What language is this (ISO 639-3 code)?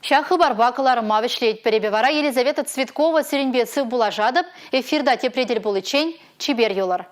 chv